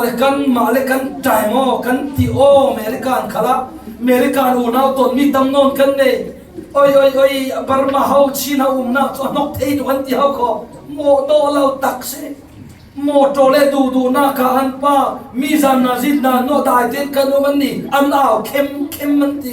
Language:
Falam Chin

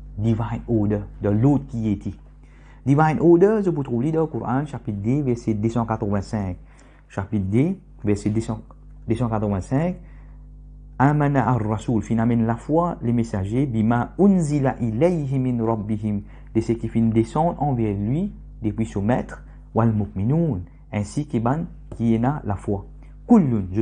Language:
Morisyen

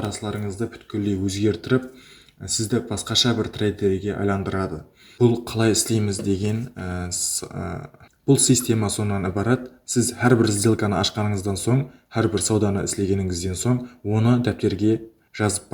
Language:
Kara-Kalpak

